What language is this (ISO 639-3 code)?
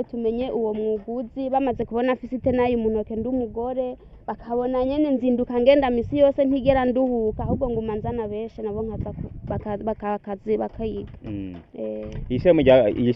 run